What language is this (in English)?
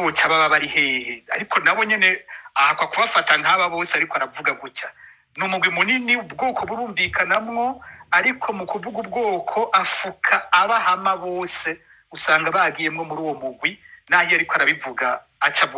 Rundi